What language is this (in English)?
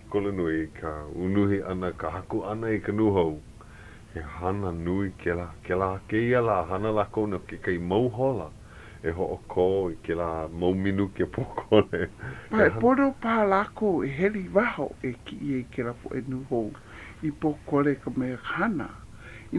Hawaiian